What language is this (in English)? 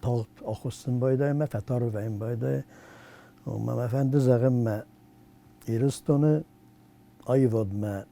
Ossetic